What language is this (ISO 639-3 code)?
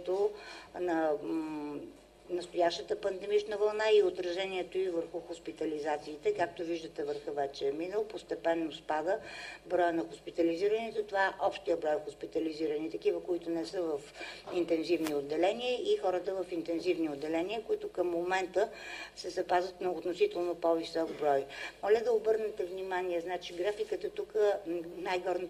bul